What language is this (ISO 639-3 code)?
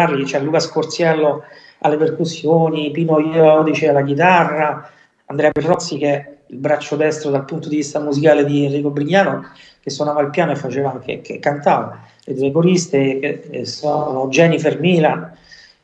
ita